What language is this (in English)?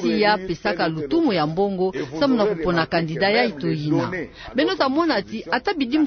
Kituba (Democratic Republic of Congo)